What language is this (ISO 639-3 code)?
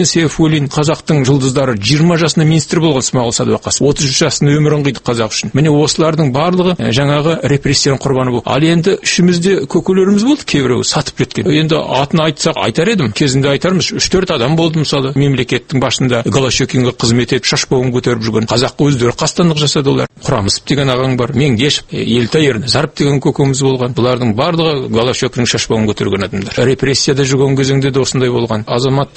kaz